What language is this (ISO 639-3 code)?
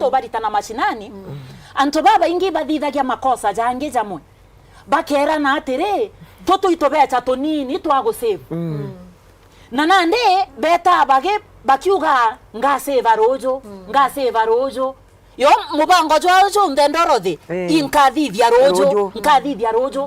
mer